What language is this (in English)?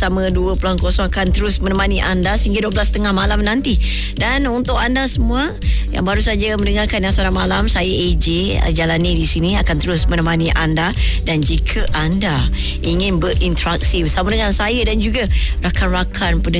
Malay